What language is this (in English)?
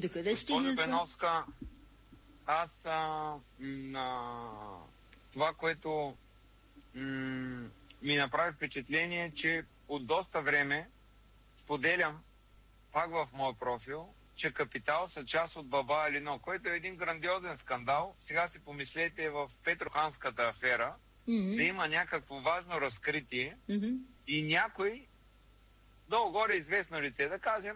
Bulgarian